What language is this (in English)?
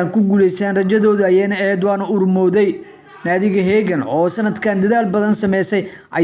Somali